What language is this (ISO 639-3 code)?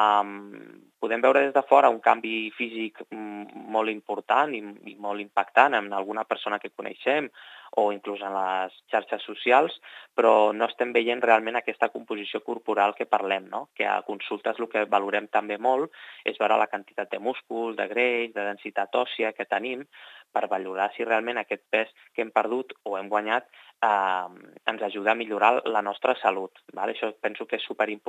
cat